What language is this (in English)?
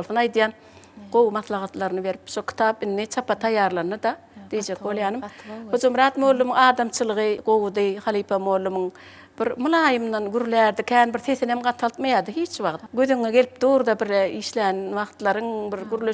Turkmen